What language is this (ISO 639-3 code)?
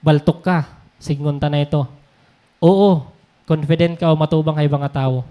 war